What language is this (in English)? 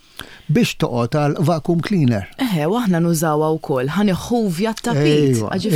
Maltese